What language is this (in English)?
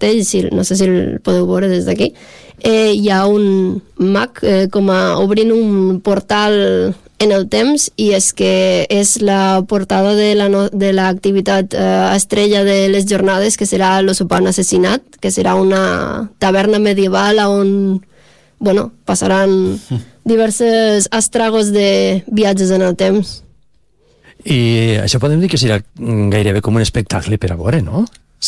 Catalan